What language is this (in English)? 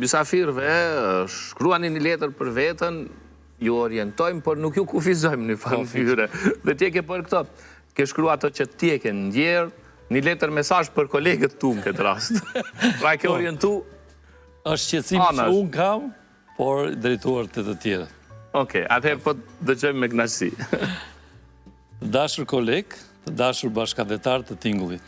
Albanian